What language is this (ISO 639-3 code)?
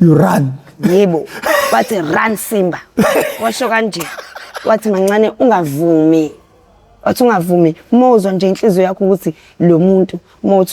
zul